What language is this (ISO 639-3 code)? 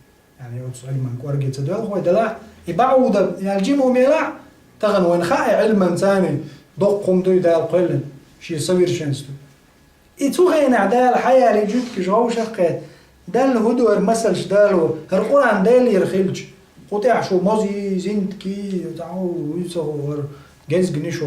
che